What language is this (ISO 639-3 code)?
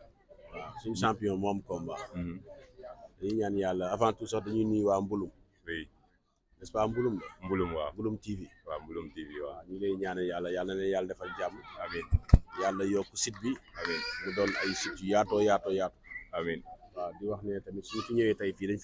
wol